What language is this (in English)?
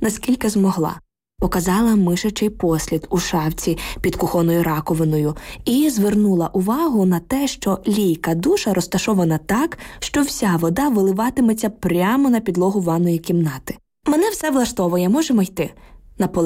Ukrainian